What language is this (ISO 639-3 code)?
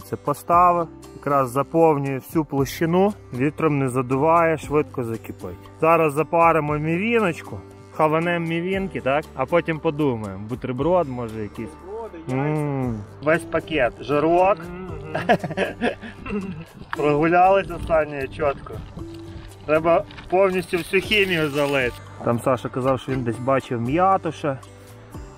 ukr